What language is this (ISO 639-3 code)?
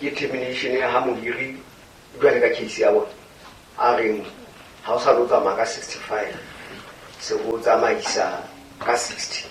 sot